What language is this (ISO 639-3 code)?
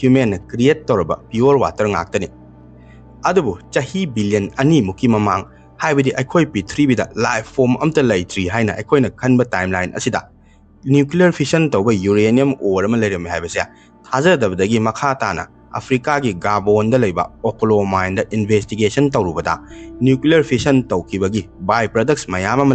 mni